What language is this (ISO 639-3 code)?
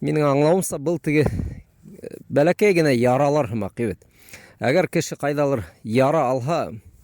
bak